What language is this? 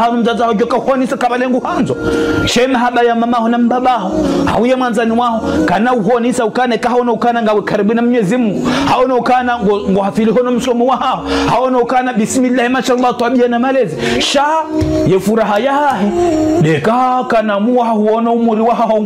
Ngazidja Comorian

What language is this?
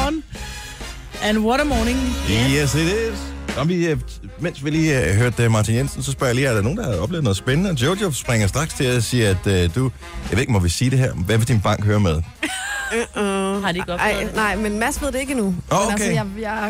Danish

